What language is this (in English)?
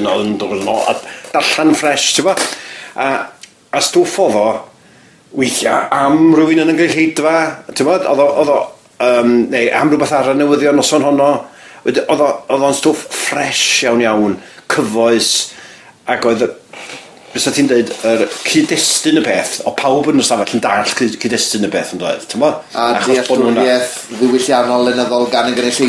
Welsh